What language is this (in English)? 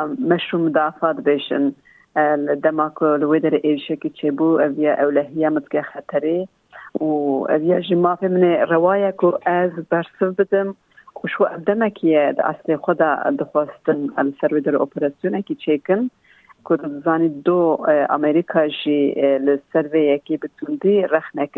Kurdish